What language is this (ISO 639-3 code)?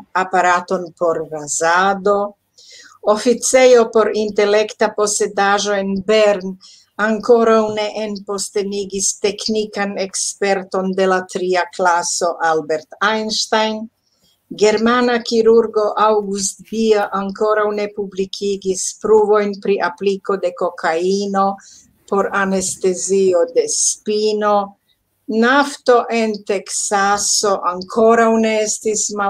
epo